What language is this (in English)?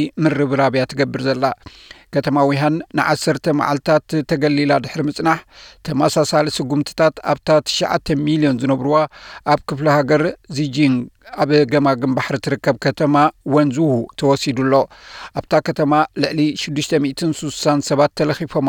Tigrinya